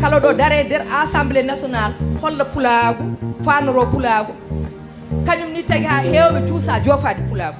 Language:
Fula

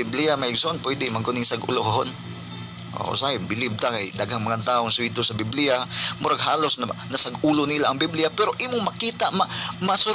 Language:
Cebuano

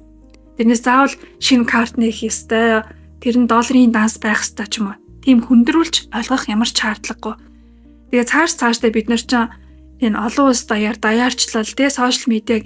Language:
Mongolian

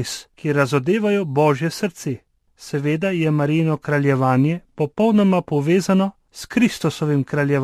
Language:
Slovenian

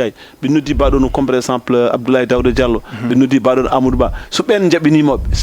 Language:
Fula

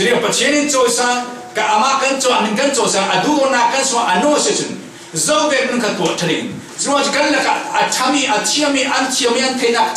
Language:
Falam Chin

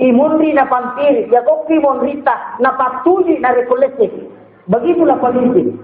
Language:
Buginese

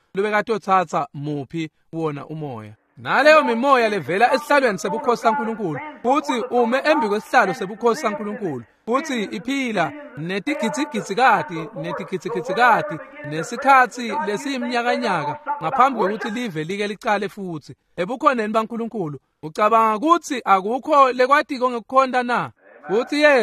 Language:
Swati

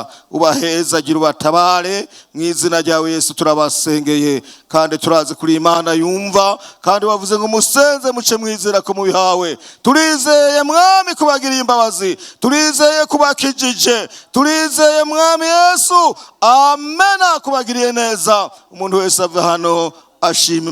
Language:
Rundi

